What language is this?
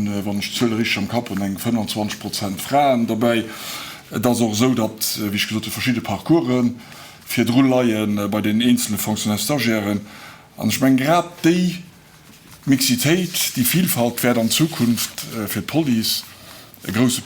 Luxembourgish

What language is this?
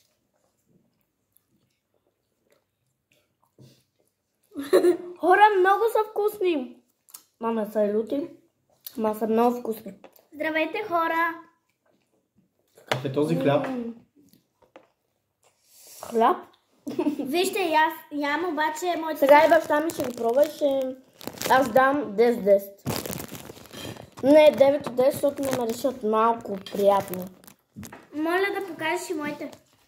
Bulgarian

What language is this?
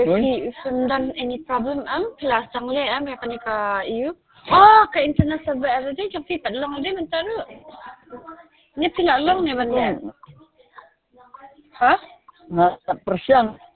Khasi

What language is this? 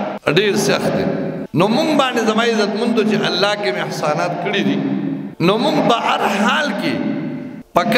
Pashto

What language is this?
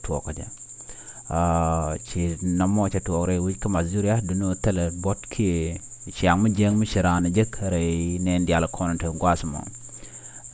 Nuer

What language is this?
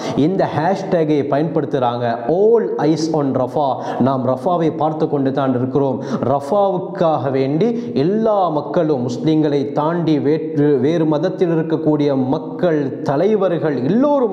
Tamil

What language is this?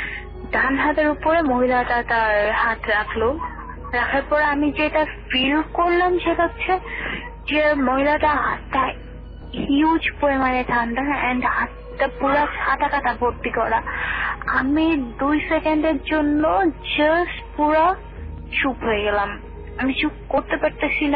Bangla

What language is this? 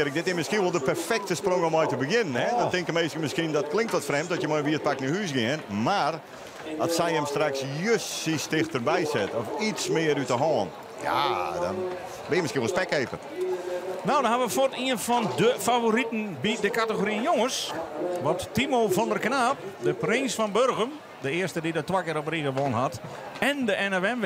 Western Frisian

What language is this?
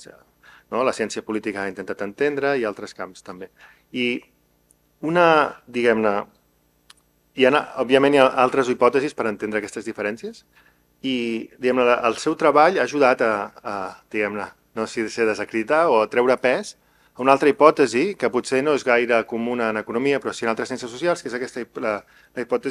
Catalan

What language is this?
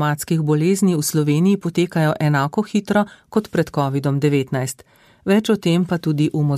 Slovenian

